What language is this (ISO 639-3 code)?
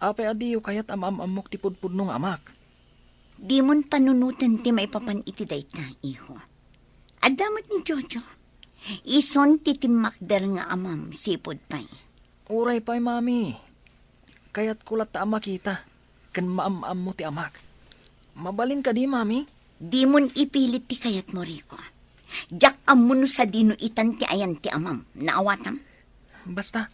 ilo